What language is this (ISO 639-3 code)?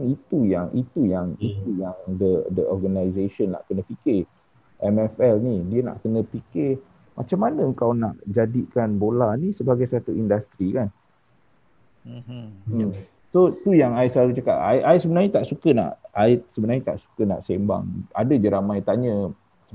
msa